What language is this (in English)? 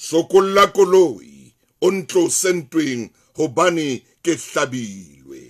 Southern Sotho